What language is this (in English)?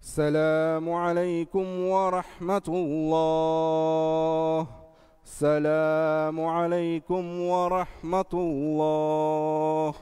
Divehi